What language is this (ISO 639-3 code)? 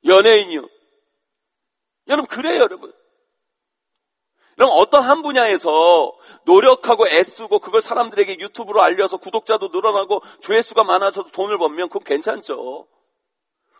kor